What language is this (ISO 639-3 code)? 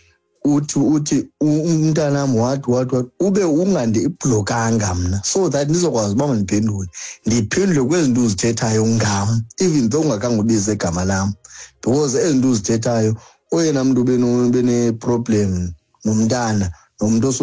xho